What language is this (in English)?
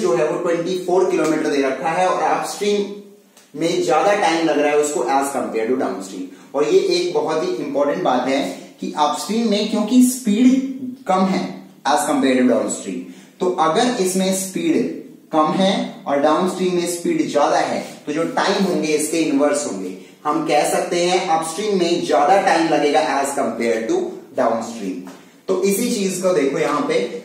Hindi